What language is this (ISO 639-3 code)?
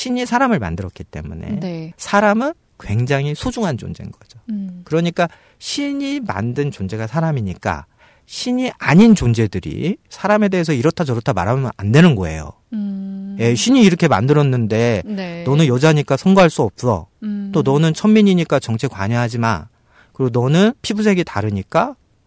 kor